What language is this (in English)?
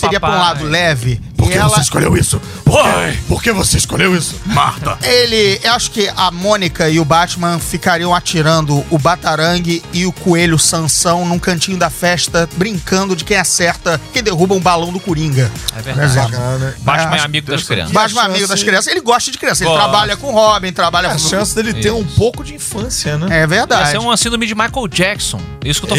Portuguese